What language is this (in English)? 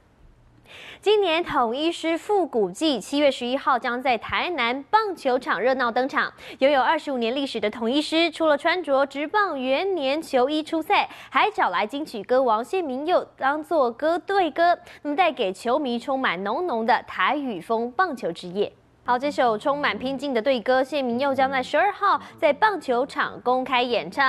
Chinese